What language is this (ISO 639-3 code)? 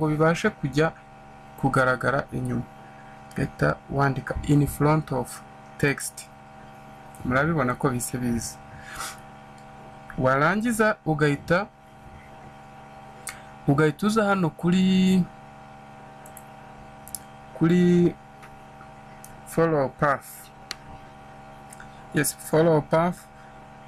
kin